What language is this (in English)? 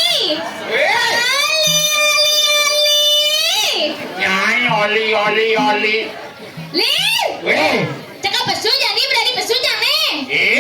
Balinese